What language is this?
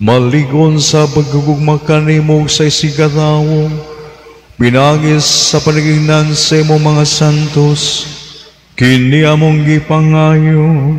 Cebuano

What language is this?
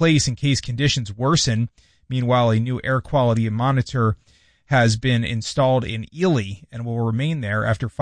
English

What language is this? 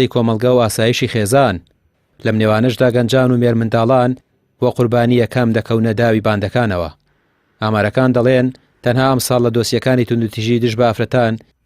Central Kurdish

